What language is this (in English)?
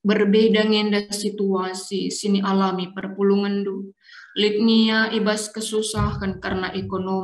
Batak Karo